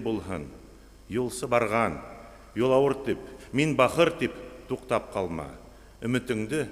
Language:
Bashkir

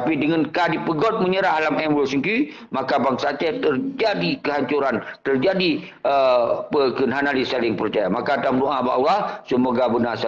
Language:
Achinese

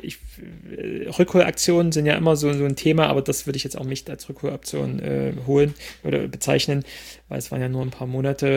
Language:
German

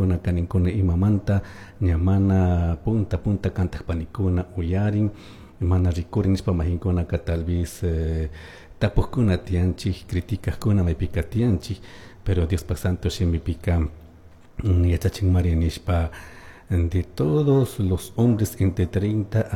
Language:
Chimborazo Highland Quichua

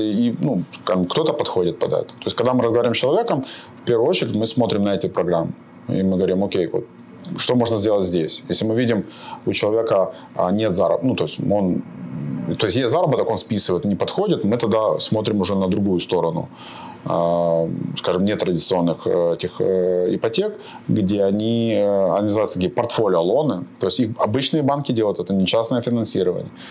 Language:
Russian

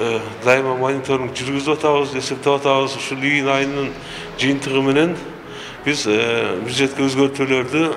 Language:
Kyrgyz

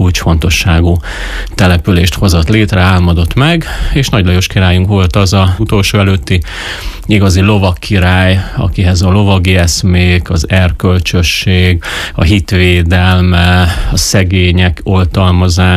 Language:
Hungarian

